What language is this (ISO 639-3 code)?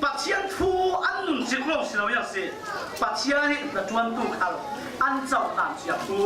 cfm